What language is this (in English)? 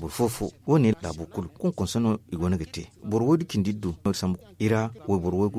Zarma